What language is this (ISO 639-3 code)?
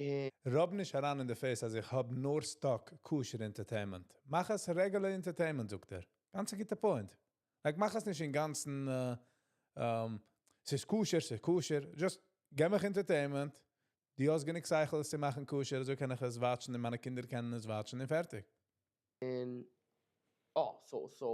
yid